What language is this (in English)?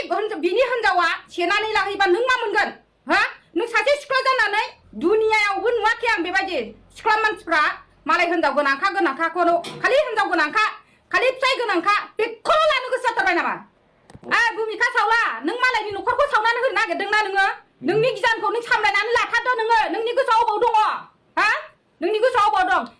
Bodo